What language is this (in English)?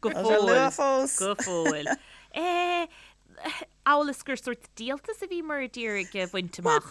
Irish